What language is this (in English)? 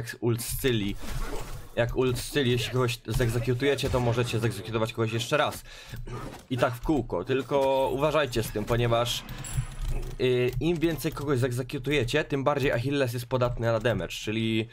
Polish